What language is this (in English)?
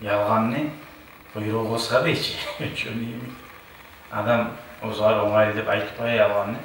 Kumyk